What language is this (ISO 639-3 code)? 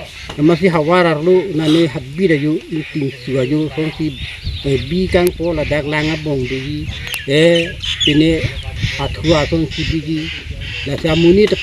mjw